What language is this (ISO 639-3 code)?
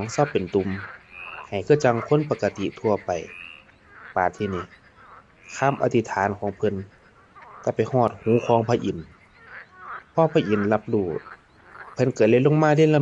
lao